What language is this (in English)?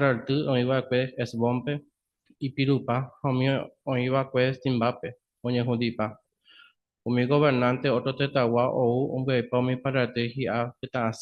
Guarani